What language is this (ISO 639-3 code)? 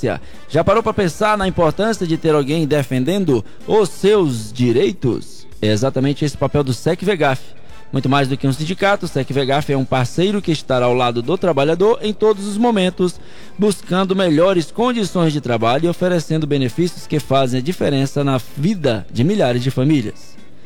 por